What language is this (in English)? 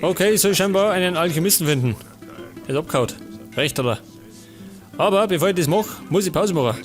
Bavarian